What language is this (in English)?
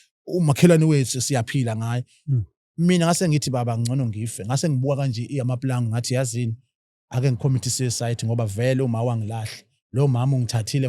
Zulu